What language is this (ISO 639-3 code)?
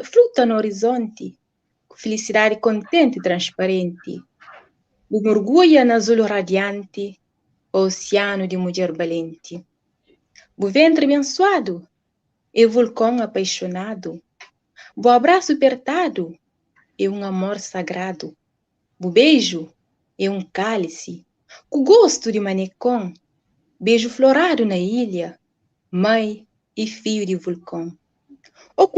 kea